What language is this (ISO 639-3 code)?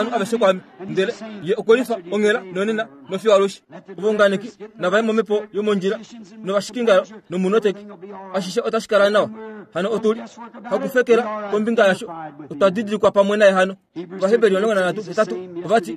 kua